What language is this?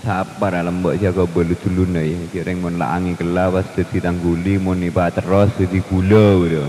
Madurese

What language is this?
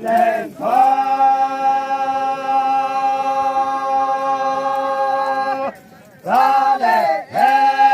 Yimchungru Naga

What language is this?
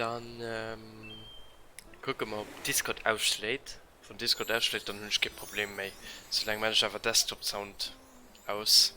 Luxembourgish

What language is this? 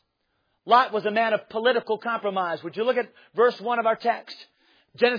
English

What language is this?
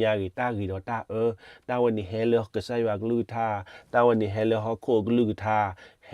S'gaw Karen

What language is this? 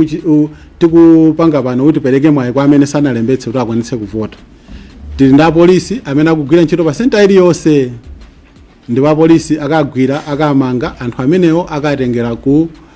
Nyanja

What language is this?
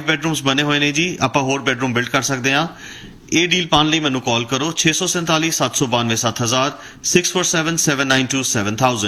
Punjabi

